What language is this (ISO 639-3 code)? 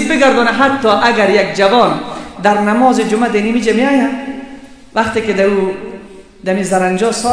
fas